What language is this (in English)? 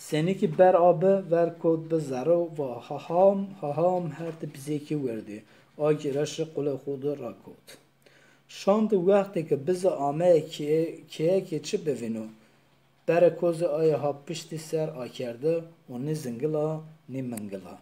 Zaza